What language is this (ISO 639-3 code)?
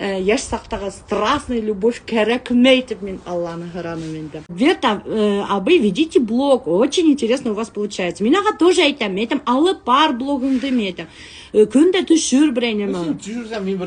bak